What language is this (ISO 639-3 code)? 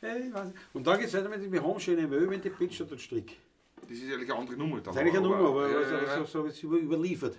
bar